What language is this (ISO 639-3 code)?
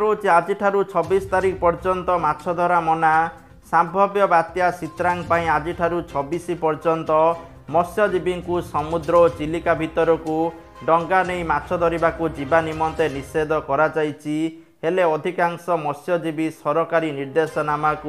ori